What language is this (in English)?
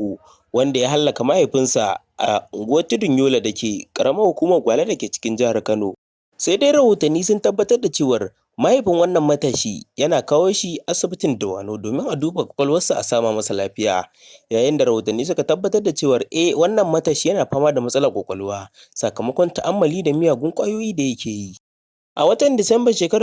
Hausa